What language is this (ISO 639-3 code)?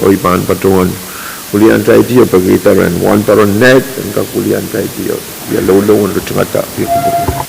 pon